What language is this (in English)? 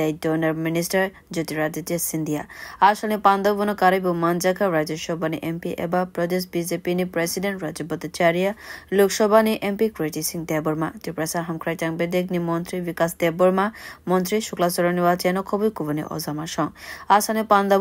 Kok Borok